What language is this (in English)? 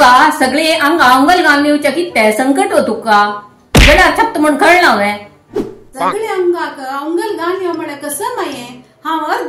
Konkani